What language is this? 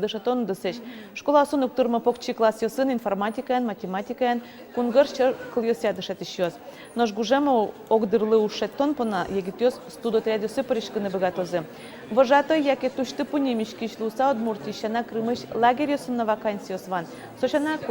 Udmurt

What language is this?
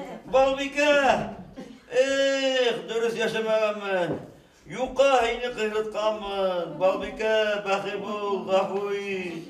Bashkir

